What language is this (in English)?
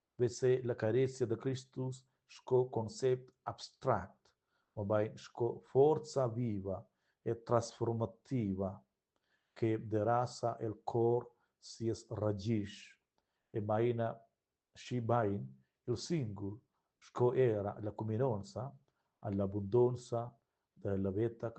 Romansh